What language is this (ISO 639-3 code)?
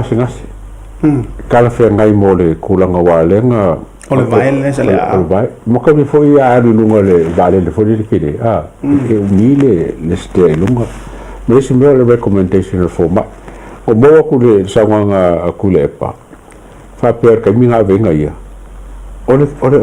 smo